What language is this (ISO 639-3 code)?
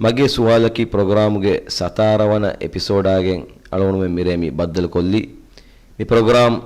div